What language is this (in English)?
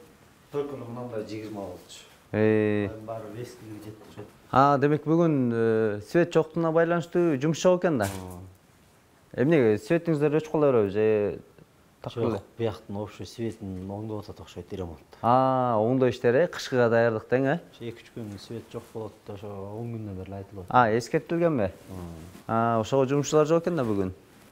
Kyrgyz